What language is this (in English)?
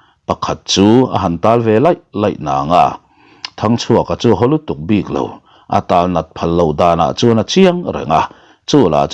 Mizo